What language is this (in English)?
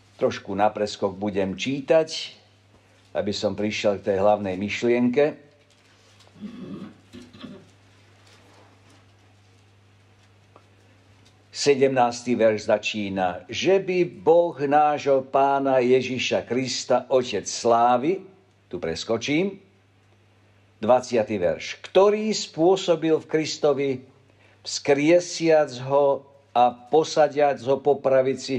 Slovak